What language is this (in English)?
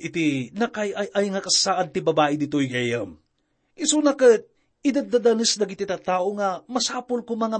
Iloko